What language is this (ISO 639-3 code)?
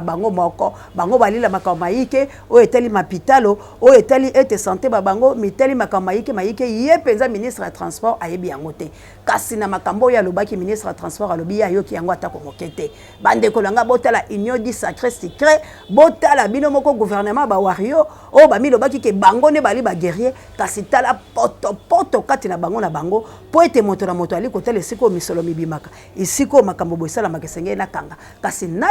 lin